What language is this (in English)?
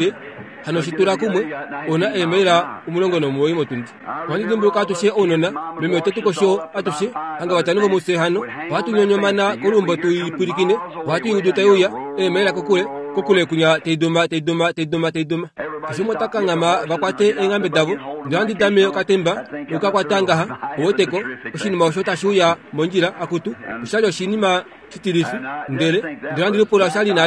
Kuanyama